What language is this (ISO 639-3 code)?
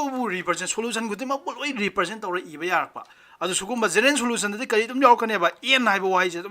mni